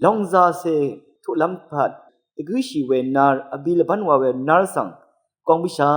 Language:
Rawang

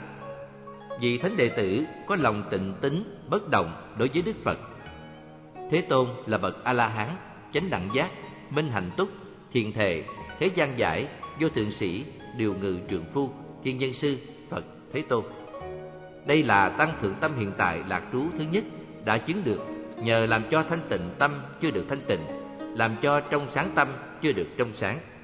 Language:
Vietnamese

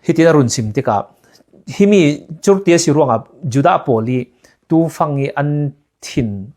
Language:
Falam Chin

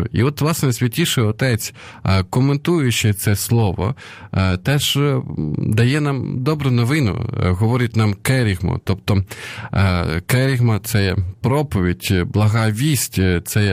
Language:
Ukrainian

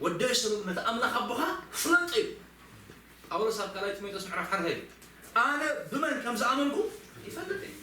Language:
Tigrinya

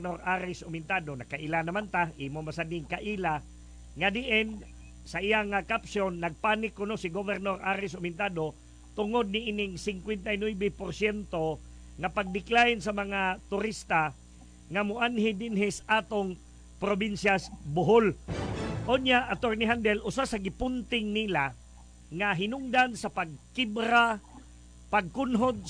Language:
Cebuano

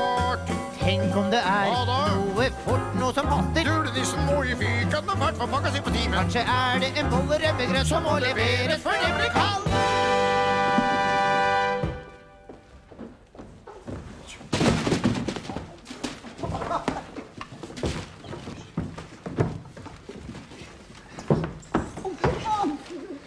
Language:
Norwegian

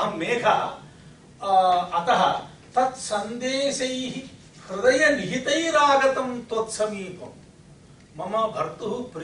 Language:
Sanskrit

